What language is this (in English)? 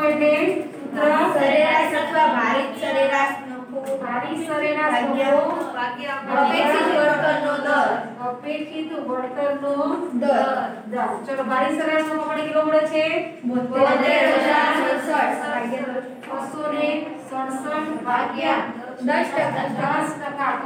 Gujarati